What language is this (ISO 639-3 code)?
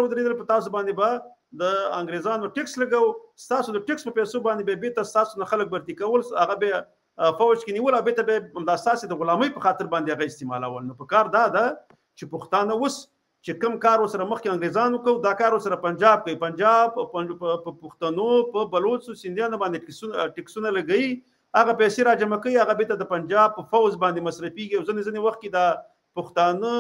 pus